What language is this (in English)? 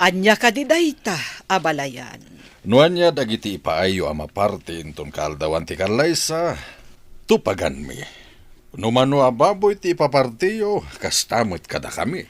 Iloko